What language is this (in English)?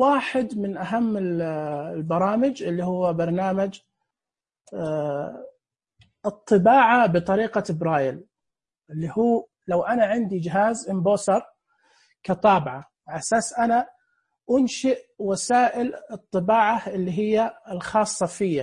Najdi Arabic